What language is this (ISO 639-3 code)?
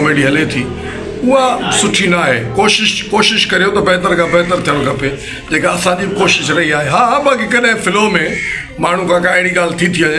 snd